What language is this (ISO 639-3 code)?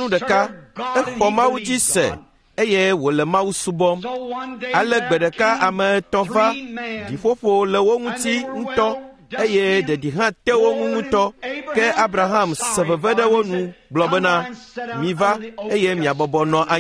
ewe